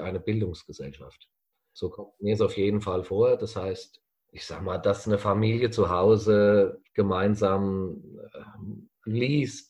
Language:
German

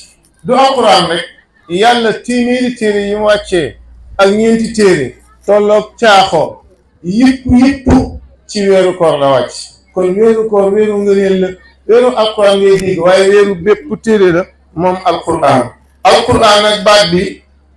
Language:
Wolof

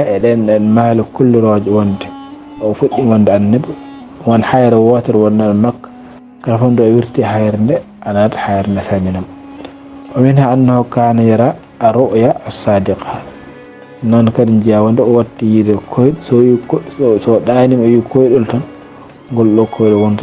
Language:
Fula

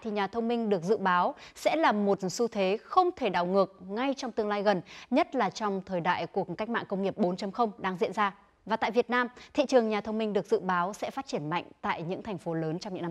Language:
Vietnamese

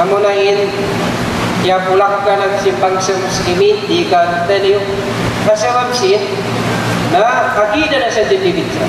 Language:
Tausug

